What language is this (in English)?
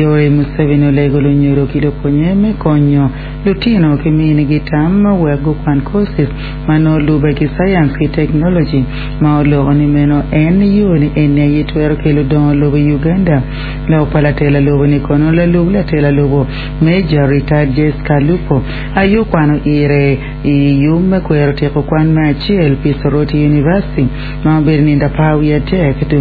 Acoli